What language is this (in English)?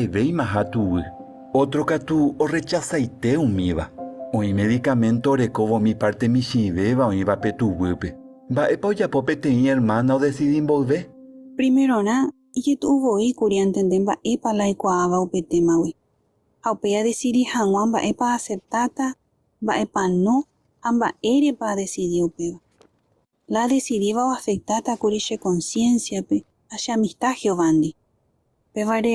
Guarani